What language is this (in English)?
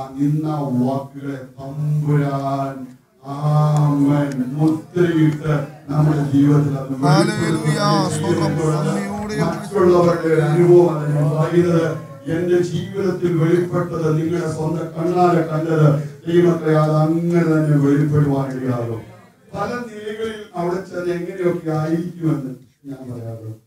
Malayalam